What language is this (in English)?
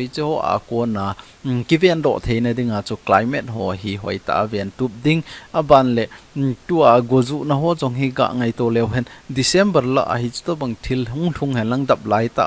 Thado Chin